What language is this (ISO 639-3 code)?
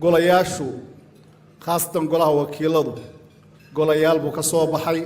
som